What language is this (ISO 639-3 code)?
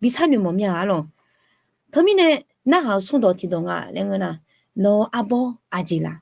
ahk